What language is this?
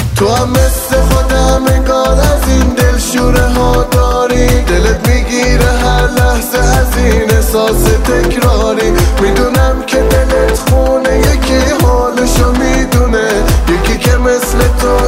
Persian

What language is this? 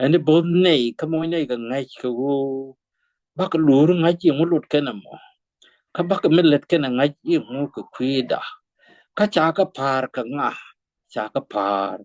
Nuer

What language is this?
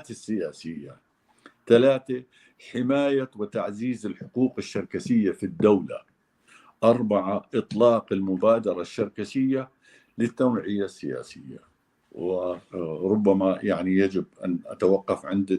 North Levantine Arabic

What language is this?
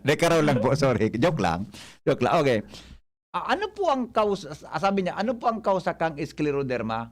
Bikol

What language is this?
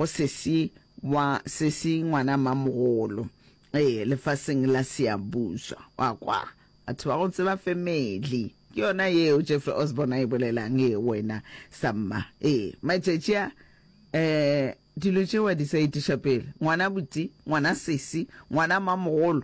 Northern Sotho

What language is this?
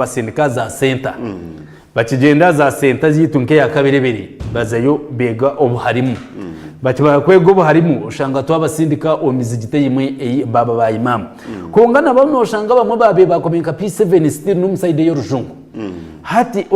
Nyankole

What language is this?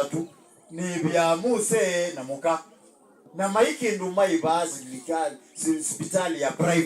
Kamba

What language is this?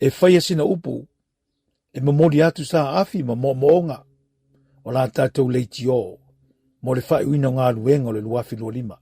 Samoan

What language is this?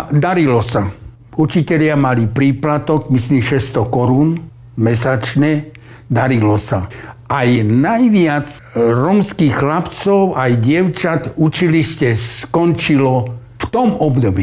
Slovak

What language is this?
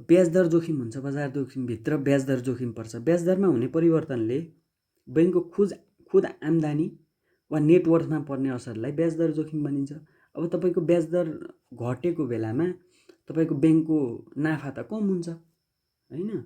Nepali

